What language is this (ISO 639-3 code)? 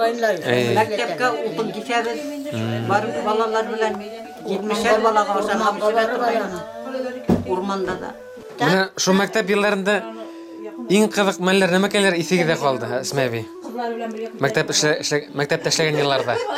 bak